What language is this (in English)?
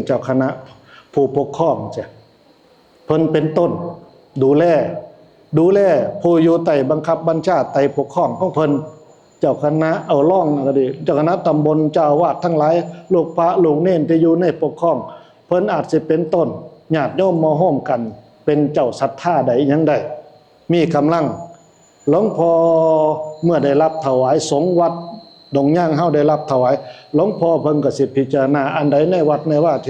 Northeastern Thai